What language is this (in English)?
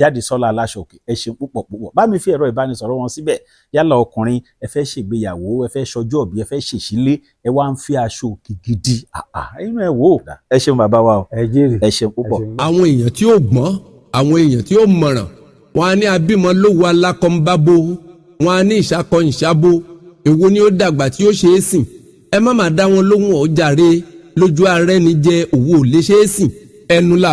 Yoruba